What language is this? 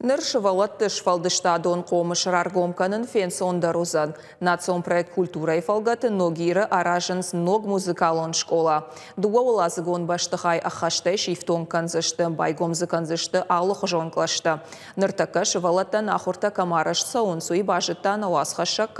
Ossetic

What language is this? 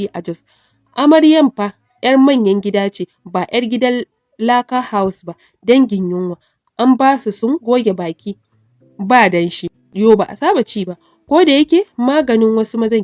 Hausa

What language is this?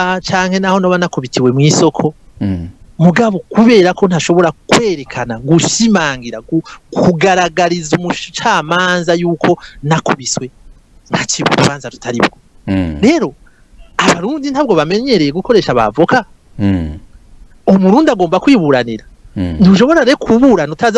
Rundi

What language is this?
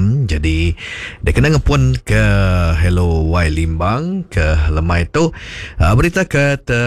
Iban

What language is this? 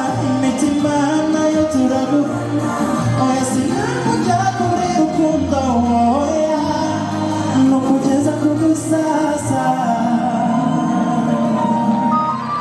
Kinyarwanda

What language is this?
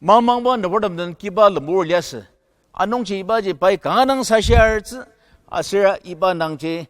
Ao Naga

